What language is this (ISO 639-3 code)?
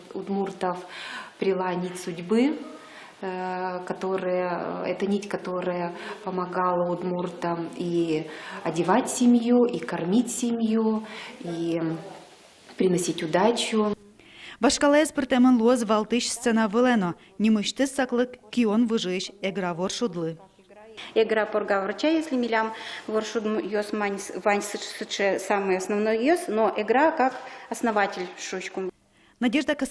udm